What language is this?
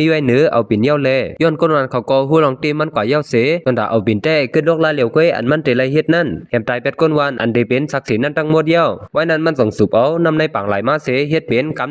Shan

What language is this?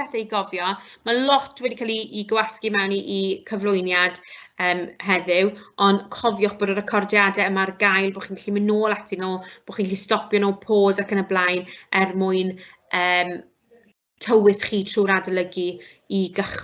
Welsh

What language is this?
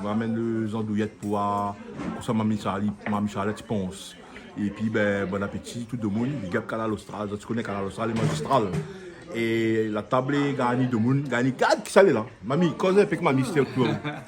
Réunion Creole French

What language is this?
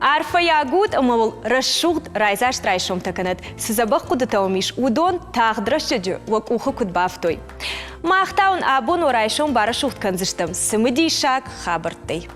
Ossetic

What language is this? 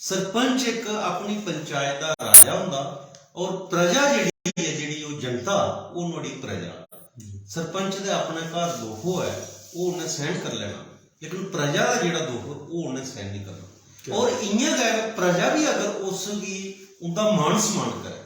Dogri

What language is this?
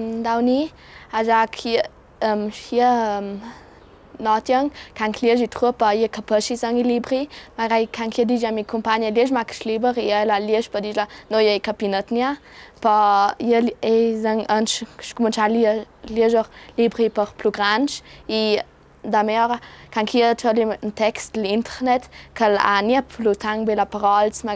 Ladin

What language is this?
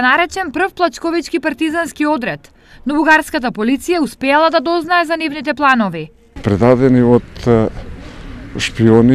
Macedonian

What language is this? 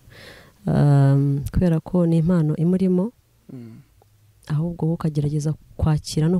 Kinyarwanda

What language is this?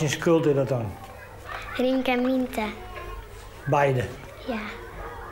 Western Frisian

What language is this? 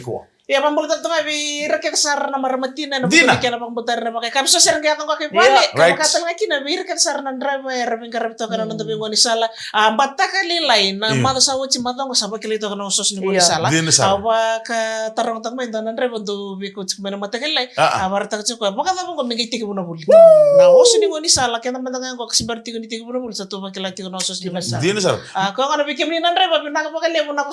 Fijian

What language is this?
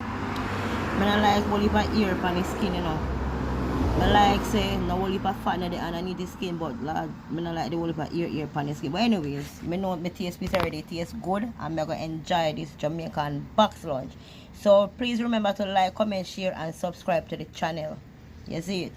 Jamaican Creole English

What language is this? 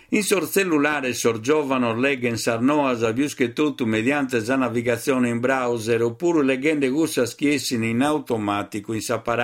Sardinian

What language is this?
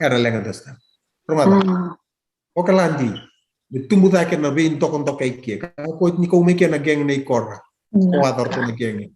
Fijian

